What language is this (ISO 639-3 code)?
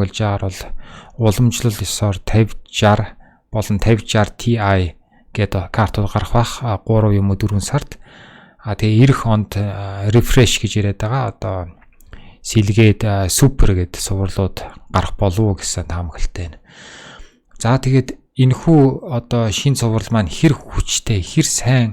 mon